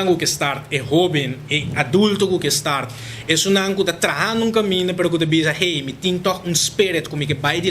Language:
Papiamento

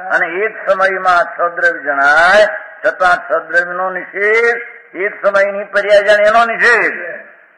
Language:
Gujarati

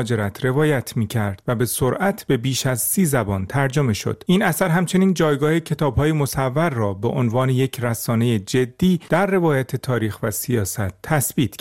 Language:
Persian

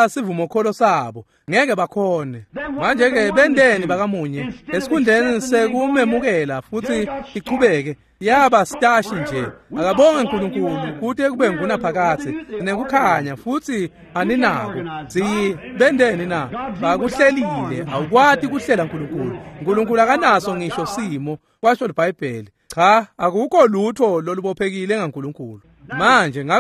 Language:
Swati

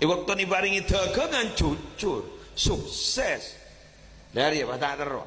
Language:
Madurese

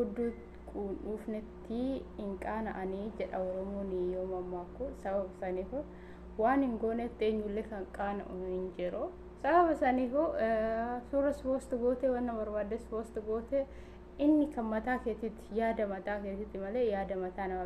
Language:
Oromo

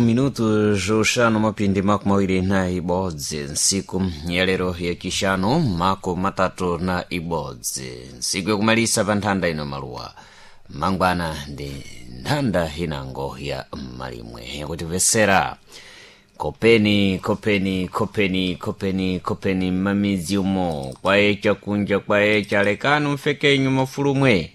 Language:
Sena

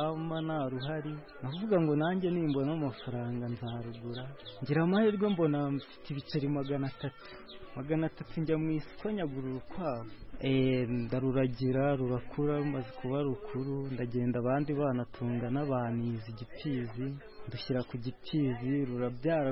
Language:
Kinyarwanda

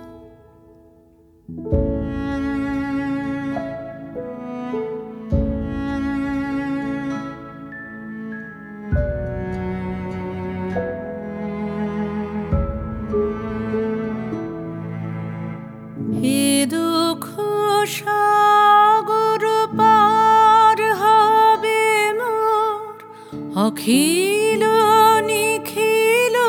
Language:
Bangla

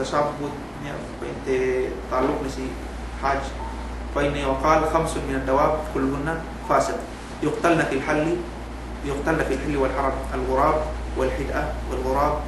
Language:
Yakan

